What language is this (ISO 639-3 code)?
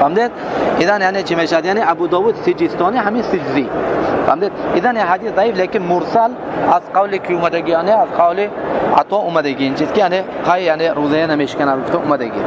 tgk